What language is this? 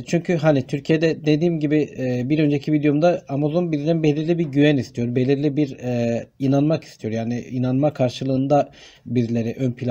Turkish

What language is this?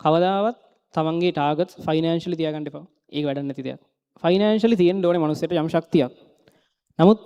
Sinhala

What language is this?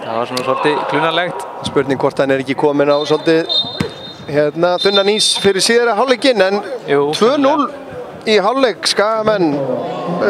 Icelandic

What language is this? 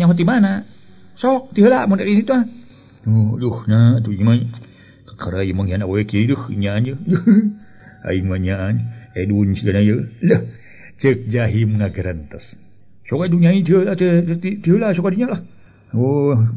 Sundanese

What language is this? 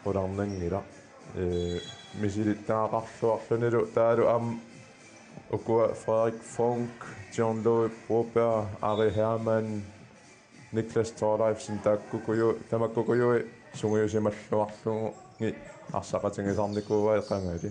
Kalaallisut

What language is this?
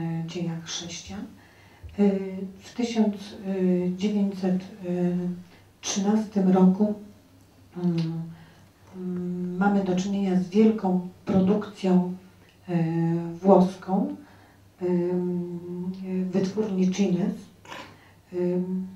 Polish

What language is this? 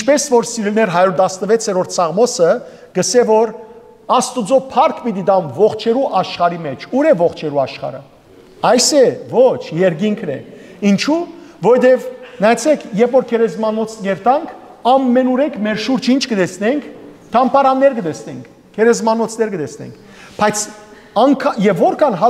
Western Armenian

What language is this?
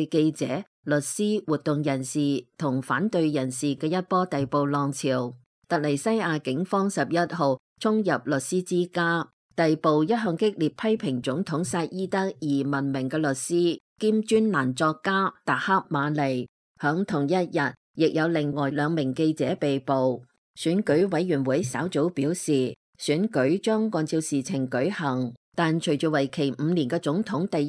Cantonese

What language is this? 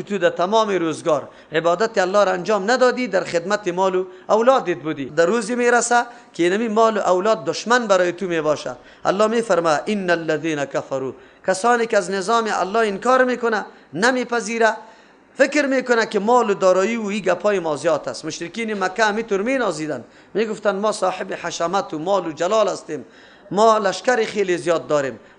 Persian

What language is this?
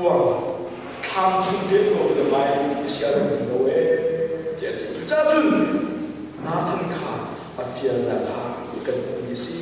Hakha Chin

